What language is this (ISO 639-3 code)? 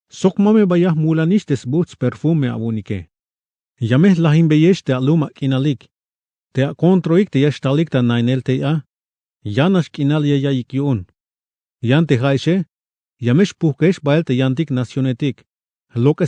tzh